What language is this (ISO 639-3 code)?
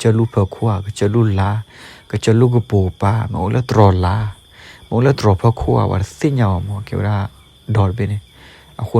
ksw